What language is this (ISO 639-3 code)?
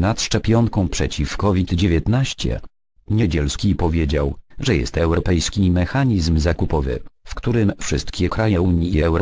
pol